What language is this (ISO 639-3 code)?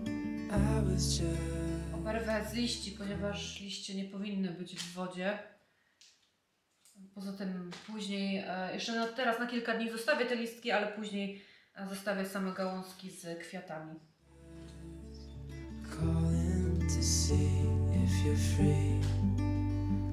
pol